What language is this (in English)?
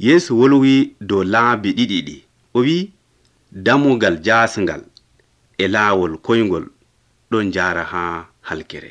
Nigerian Fulfulde